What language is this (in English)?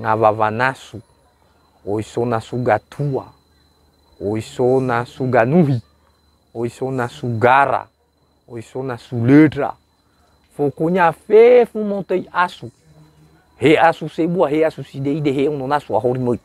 Nias